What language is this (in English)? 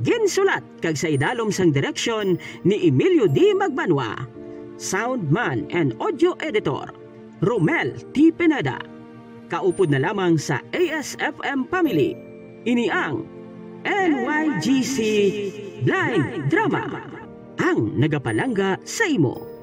Hiligaynon